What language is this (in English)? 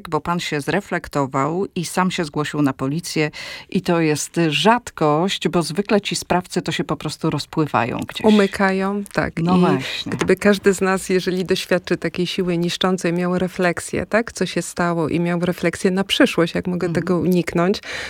Polish